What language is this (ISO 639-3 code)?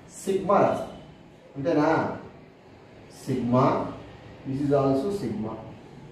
tel